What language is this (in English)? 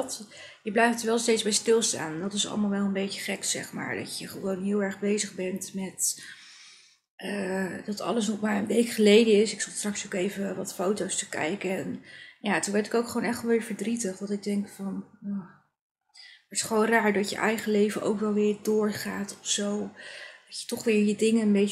Dutch